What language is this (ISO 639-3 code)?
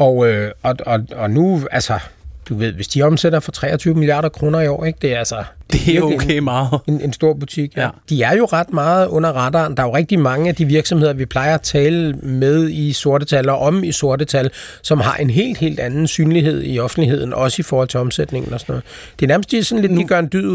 dan